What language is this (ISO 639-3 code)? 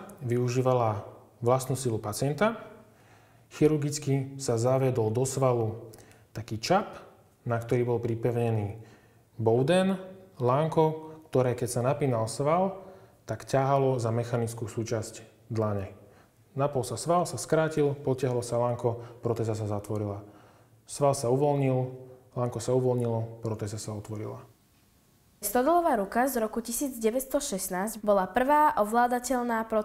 slk